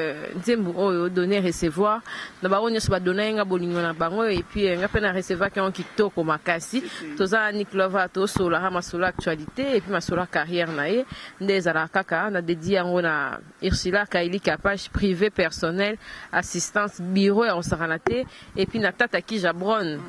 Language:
Lingala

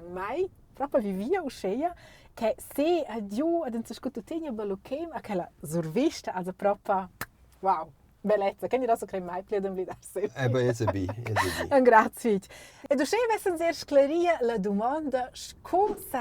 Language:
Romansh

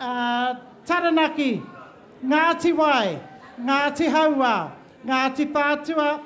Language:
Māori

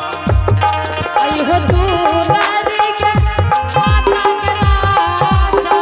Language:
Angika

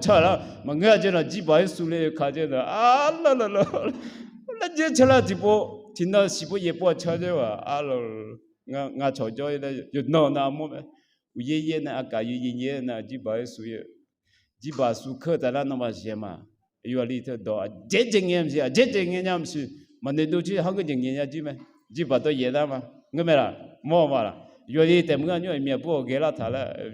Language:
Akha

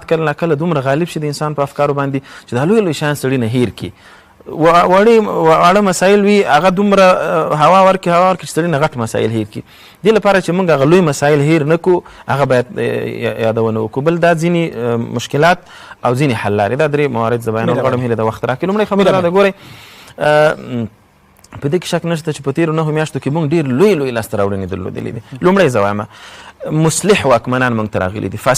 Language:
Pashto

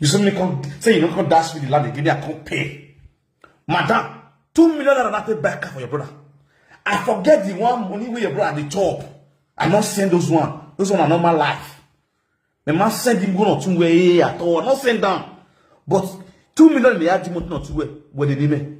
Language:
Nigerian Pidgin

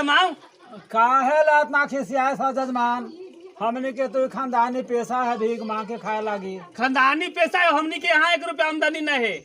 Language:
Magahi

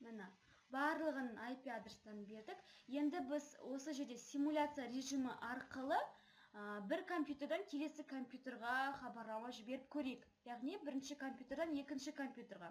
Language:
Kazakh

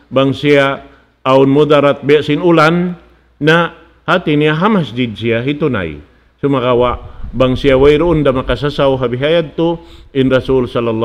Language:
Tausug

